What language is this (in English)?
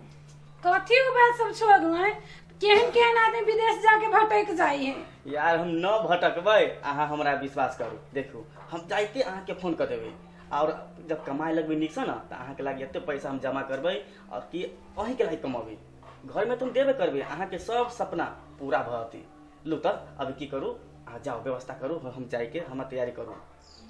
Maithili